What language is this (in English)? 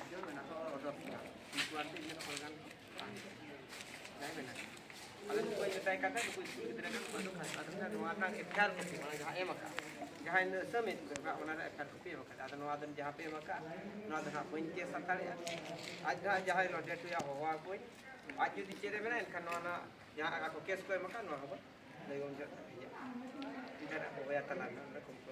Santali